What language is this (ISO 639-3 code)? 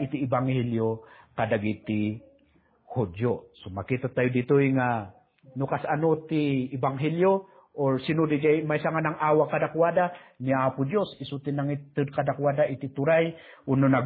ilo